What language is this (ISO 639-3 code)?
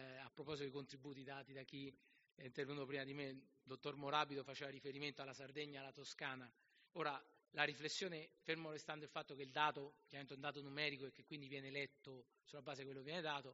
ita